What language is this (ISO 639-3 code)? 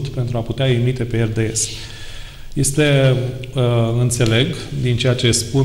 ron